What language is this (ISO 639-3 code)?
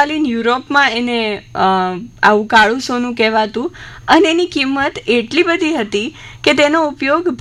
guj